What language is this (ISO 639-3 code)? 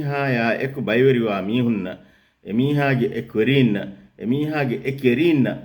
div